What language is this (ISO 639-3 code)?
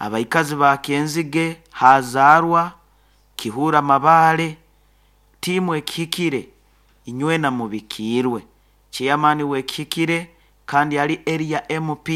nyo